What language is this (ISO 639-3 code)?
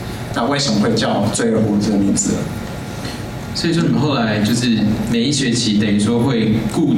zho